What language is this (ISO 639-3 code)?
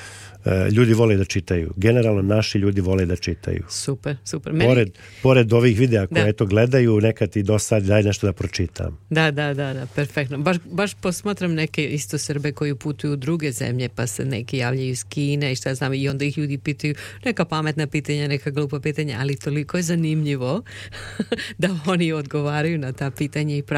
srp